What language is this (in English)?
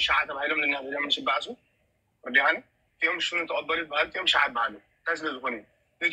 Tigrinya